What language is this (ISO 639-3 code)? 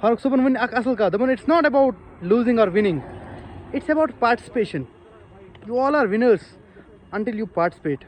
kas